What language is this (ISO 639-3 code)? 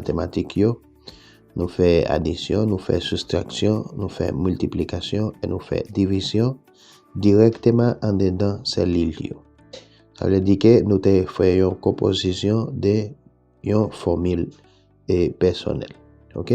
hat